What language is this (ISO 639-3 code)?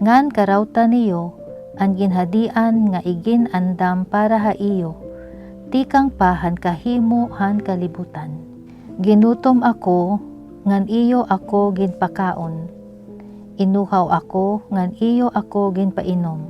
war